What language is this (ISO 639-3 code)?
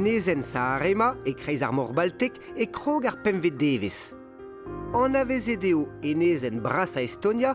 bre